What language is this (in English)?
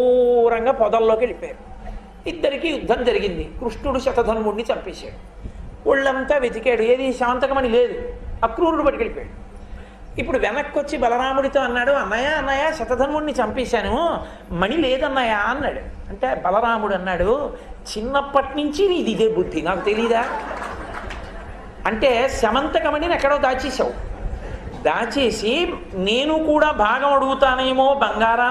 Telugu